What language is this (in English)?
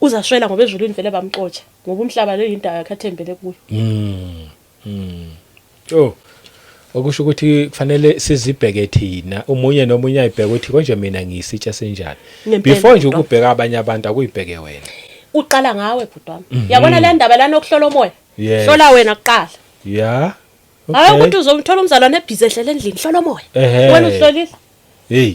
Zulu